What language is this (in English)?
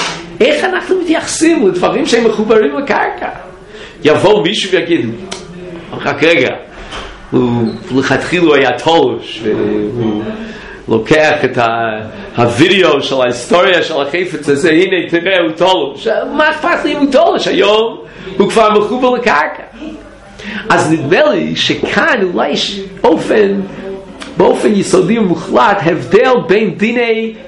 Hebrew